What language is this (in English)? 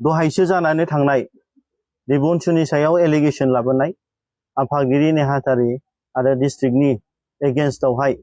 Bodo